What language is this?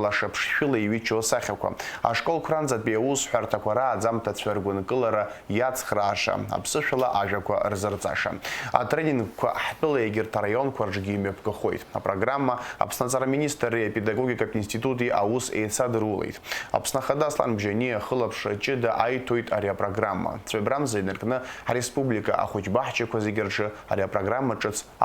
Abkhazian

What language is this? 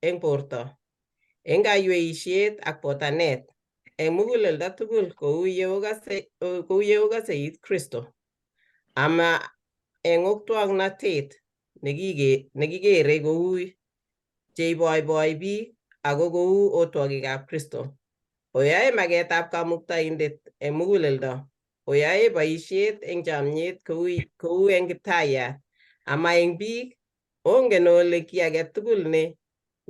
Kalenjin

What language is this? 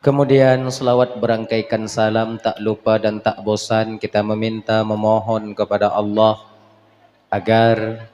Achinese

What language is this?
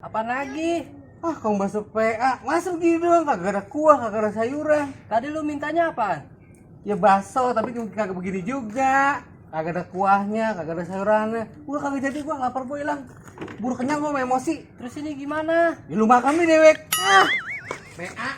Betawi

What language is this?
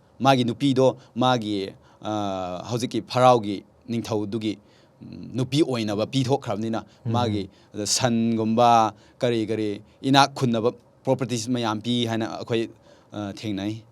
Manipuri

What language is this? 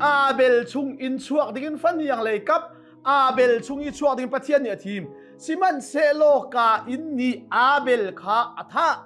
Hakha Chin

